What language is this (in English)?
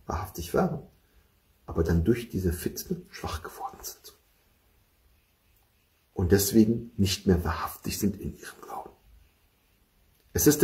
German